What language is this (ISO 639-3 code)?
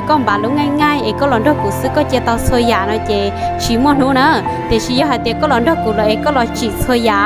hmn